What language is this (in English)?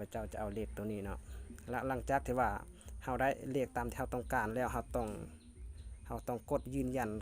Lao